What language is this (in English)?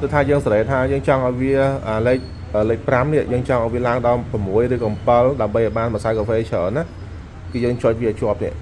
Khmer